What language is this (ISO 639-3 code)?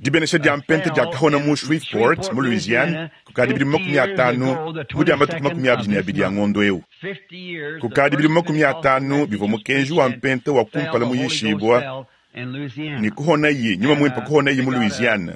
lua